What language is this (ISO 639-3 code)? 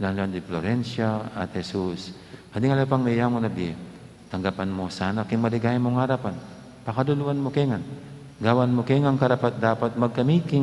pam